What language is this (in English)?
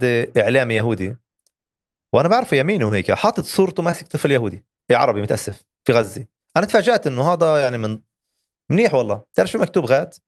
North Levantine Arabic